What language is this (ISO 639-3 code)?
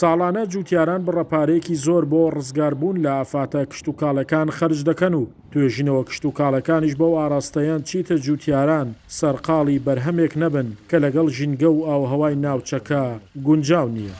ckb